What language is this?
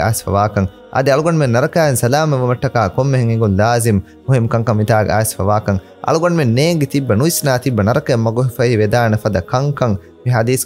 Divehi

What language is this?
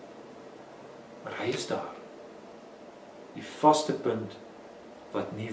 Afrikaans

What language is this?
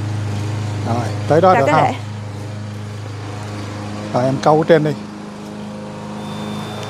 Vietnamese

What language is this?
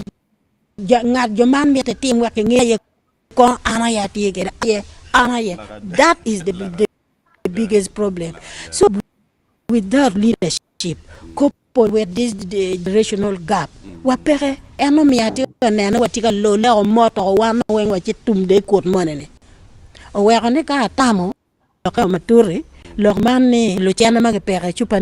Acoli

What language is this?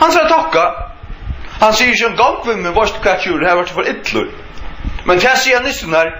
Faroese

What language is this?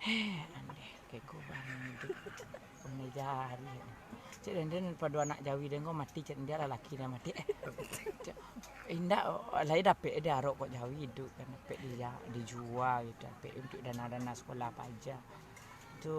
Minangkabau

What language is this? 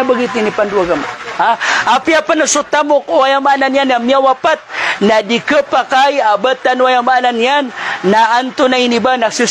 Maranao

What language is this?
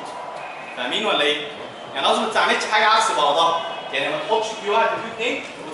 Egyptian Arabic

